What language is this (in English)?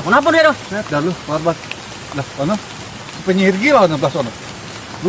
Betawi